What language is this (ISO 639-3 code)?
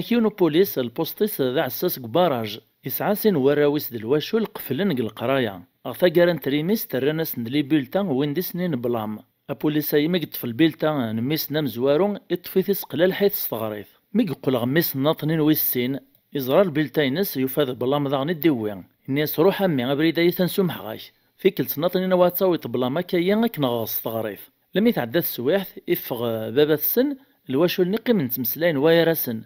kab